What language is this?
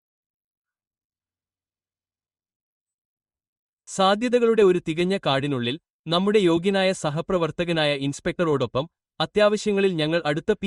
Malayalam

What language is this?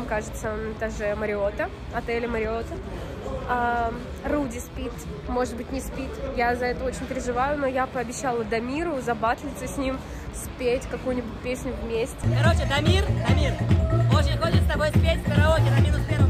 Russian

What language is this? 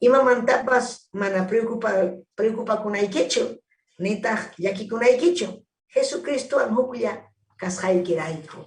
Ayacucho Quechua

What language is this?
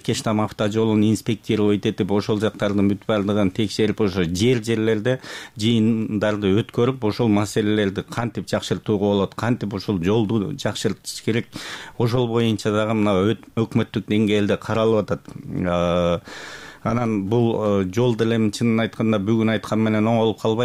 Kyrgyz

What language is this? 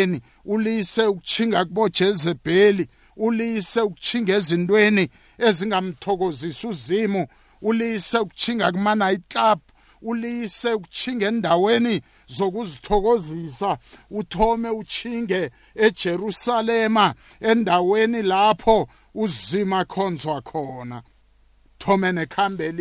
South Ndebele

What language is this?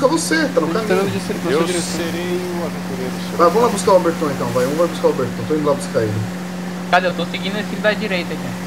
Portuguese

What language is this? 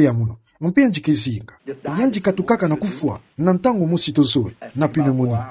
Kituba (Democratic Republic of Congo)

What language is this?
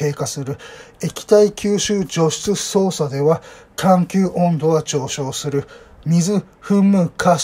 Japanese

